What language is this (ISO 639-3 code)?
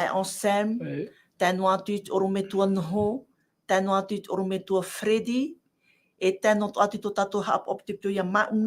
tah